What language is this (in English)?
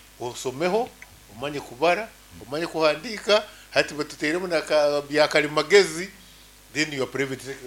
Nyankole